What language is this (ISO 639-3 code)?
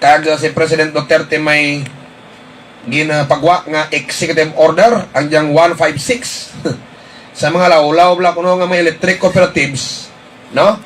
hil